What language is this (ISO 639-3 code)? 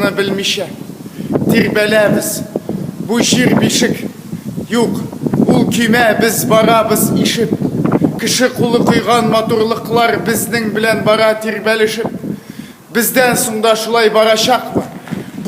tat